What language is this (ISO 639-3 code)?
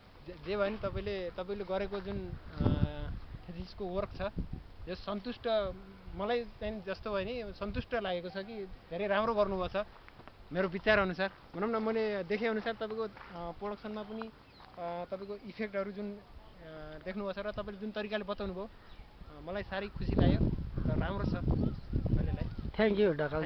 nep